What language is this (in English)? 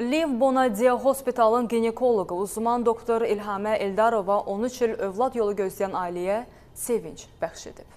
Azerbaijani